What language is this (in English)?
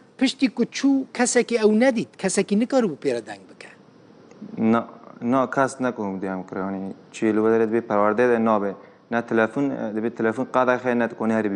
Kurdish